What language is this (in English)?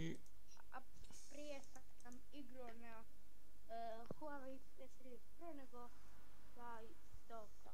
Bosnian